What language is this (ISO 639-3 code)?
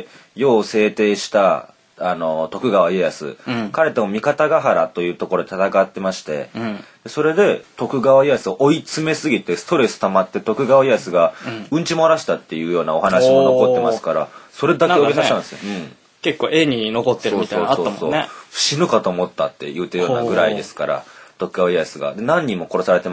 jpn